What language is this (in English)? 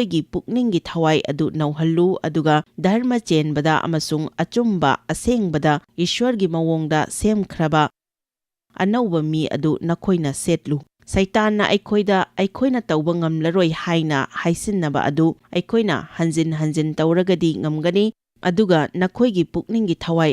Manipuri